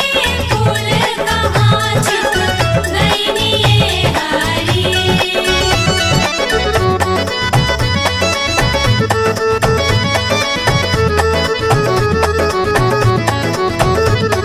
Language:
Bhojpuri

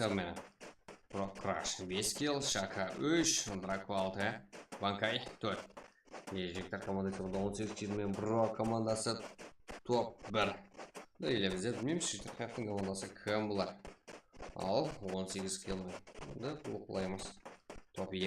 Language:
Kara-Kalpak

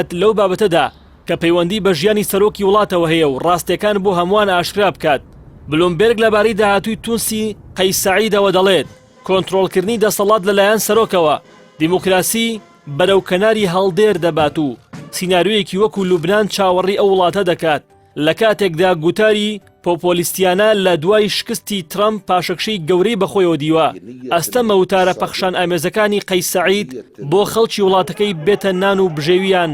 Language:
Central Kurdish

